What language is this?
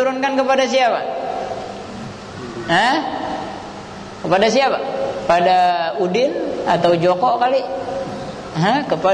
Indonesian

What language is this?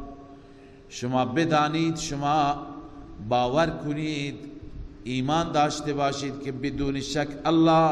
Persian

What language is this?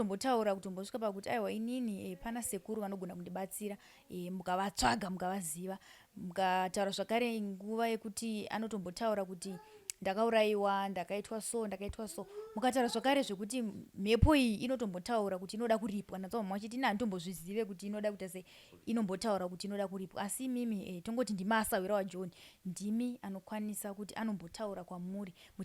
Shona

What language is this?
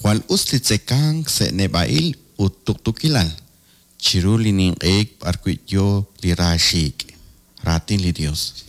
Kekchí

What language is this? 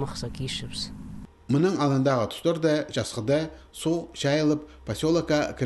Khakas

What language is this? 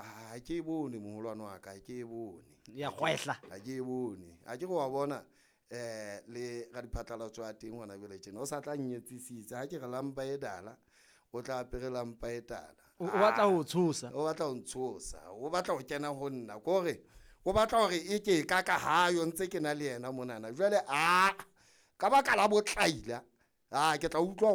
Southern Sotho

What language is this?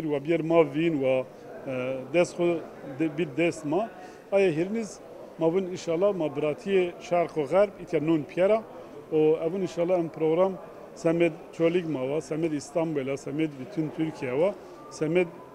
Zaza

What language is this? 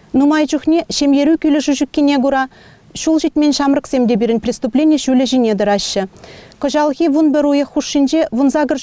Chuvash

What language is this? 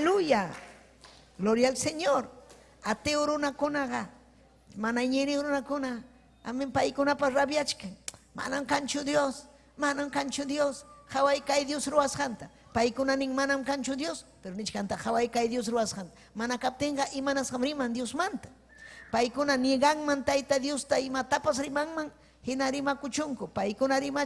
Ayacucho Quechua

